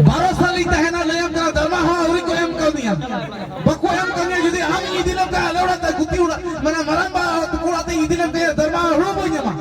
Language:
Santali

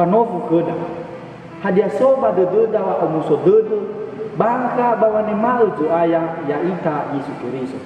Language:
Nias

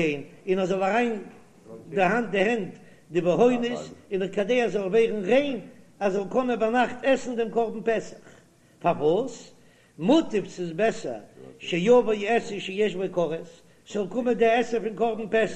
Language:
Yiddish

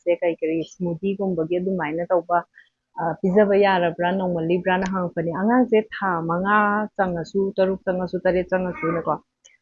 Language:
Manipuri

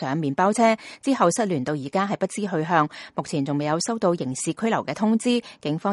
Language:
Cantonese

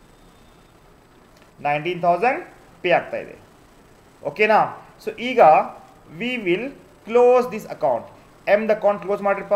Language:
Kannada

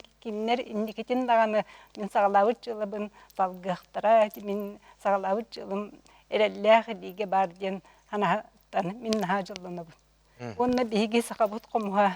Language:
Yakut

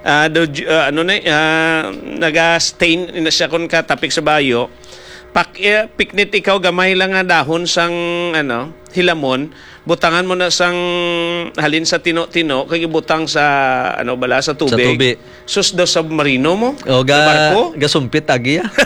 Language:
Hiligaynon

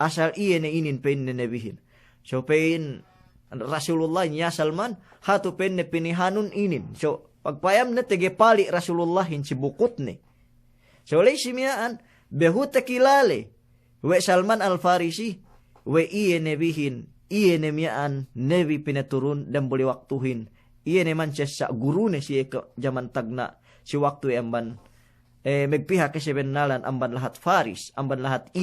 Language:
Yakan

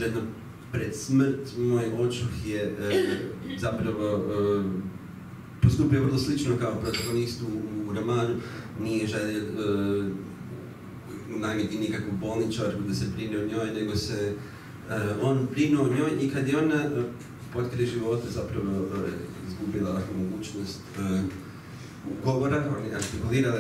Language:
Croatian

